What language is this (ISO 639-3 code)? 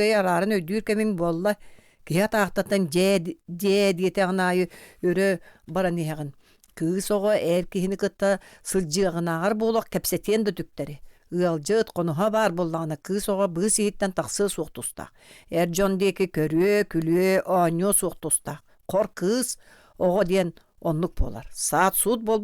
sah